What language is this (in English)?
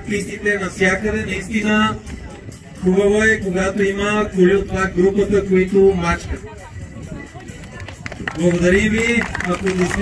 Bulgarian